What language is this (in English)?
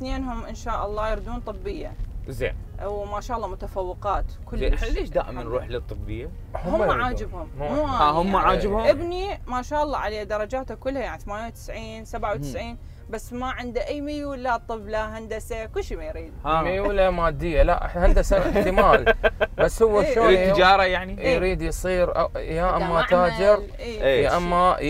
Mesopotamian Arabic